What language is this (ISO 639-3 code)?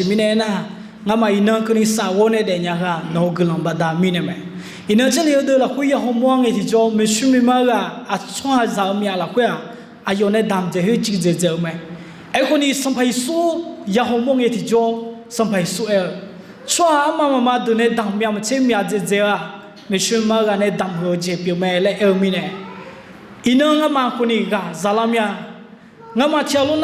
ahk